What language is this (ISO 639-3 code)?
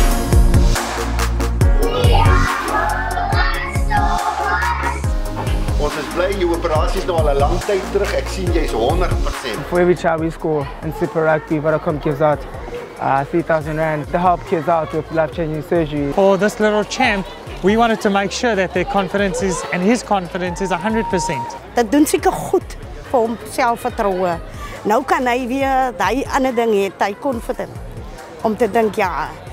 afr